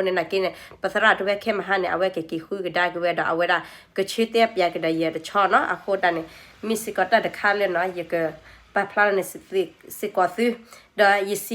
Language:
S'gaw Karen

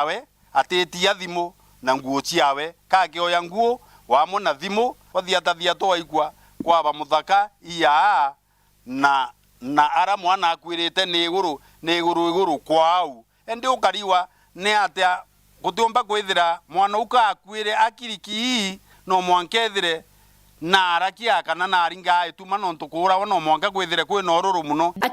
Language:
Meru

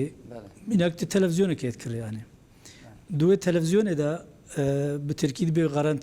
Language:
Kurdish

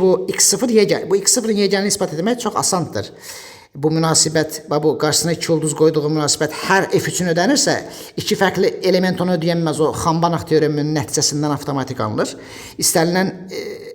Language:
Azerbaijani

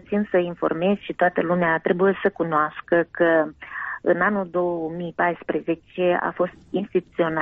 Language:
Romanian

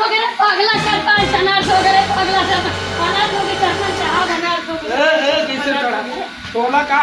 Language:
Chhattisgarhi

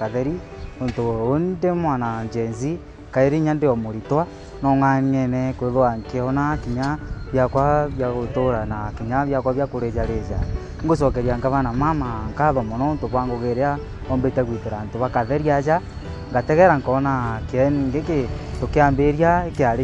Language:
Meru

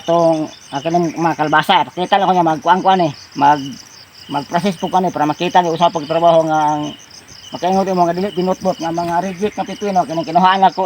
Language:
Cebuano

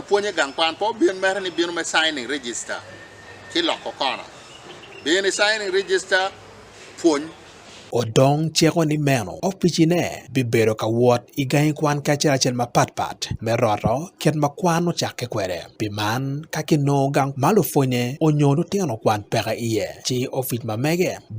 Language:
Acoli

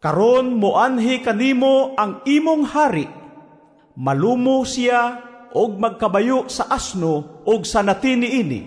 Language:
Cebuano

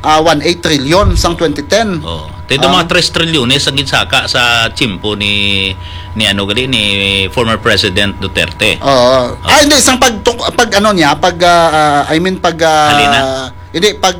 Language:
Hiligaynon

